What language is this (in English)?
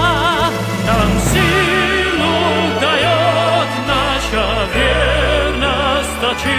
Russian